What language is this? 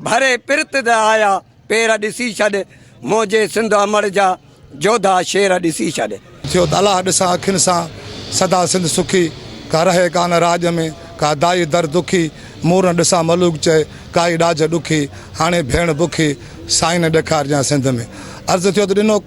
Sindhi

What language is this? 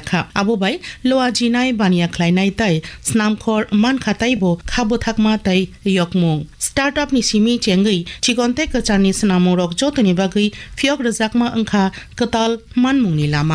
Kok Borok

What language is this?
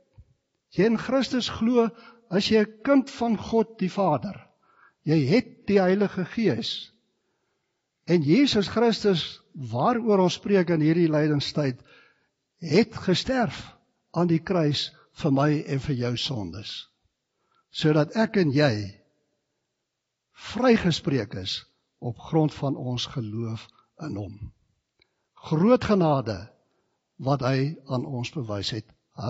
Afrikaans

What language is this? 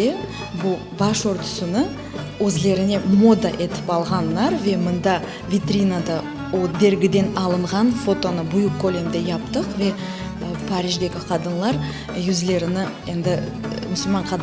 Crimean Tatar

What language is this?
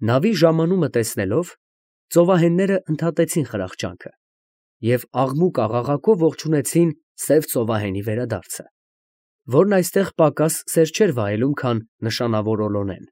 Armenian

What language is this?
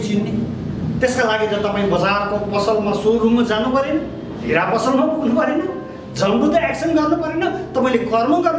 Nepali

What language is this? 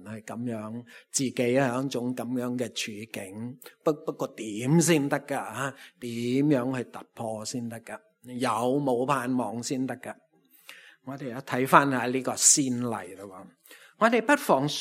Cantonese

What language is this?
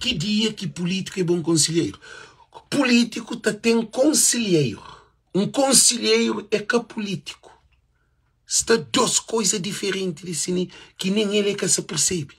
Kabuverdianu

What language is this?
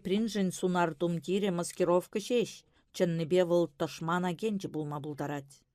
Chuvash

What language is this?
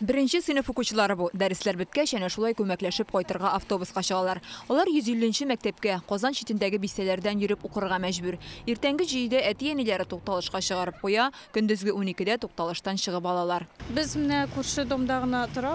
Tatar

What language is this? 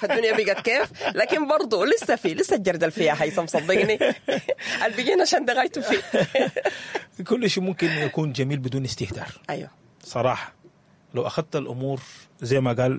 Sudanese Arabic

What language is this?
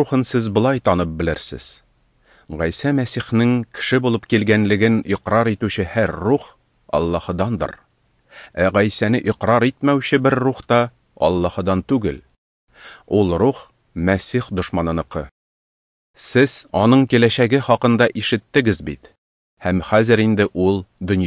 Tatar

